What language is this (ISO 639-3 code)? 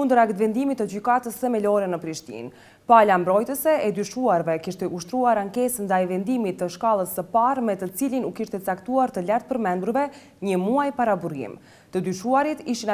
sqi